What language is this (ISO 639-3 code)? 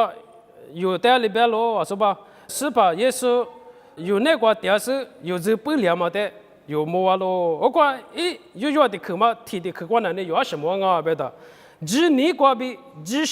lis